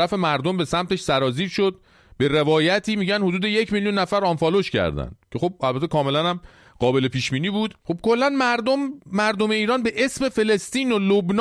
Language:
Persian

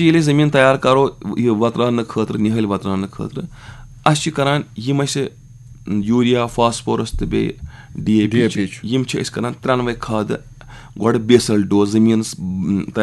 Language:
Kashmiri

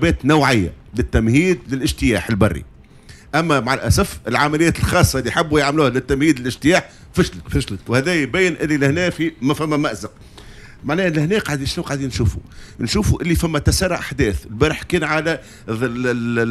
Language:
Tunisian Arabic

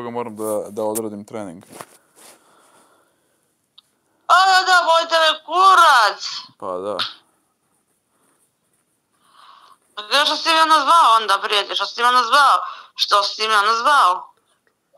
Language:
Serbian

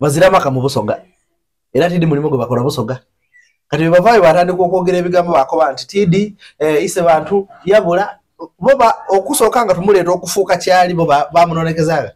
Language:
Soga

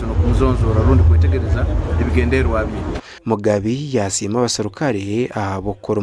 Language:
Nyankole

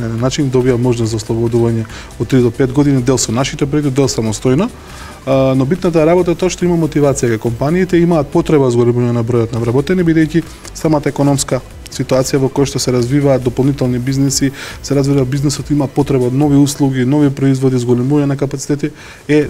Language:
Macedonian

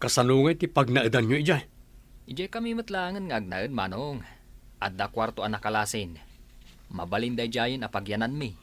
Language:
Iloko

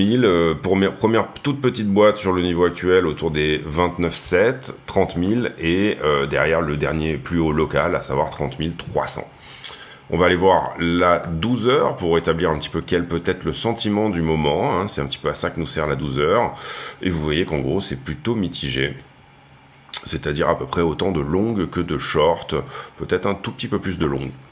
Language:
French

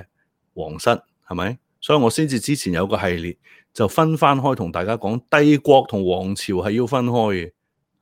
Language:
Cantonese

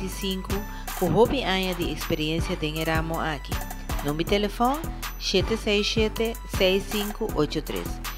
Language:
Portuguese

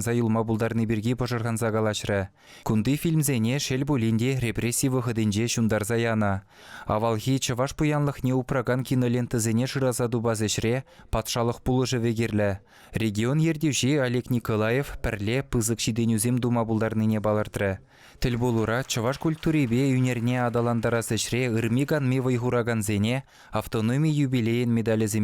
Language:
Chuvash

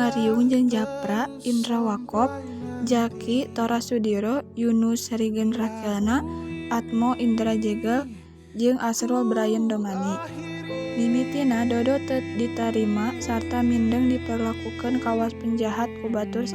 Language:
Sundanese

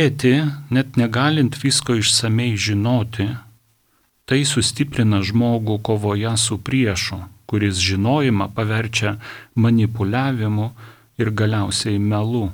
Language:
Lithuanian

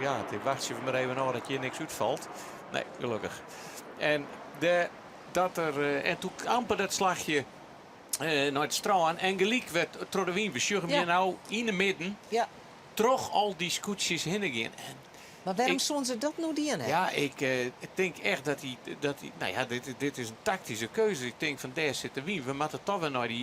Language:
Western Frisian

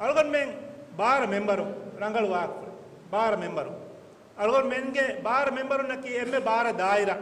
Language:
Divehi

